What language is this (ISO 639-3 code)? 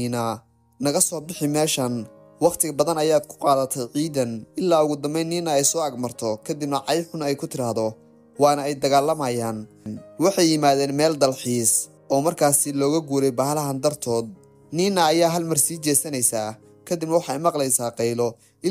som